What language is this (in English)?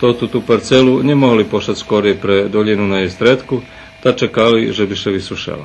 Rusyn